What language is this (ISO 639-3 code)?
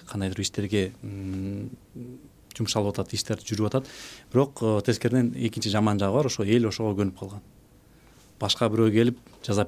kir